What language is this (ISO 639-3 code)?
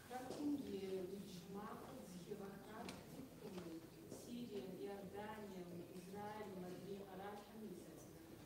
kbd